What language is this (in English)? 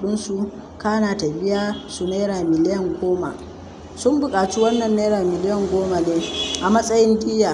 Hausa